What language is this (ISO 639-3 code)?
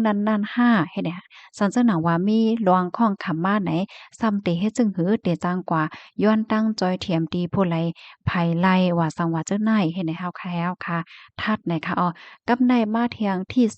shn